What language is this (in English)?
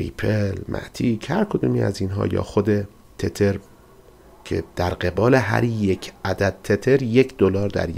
Persian